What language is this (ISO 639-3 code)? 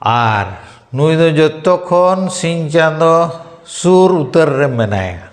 sat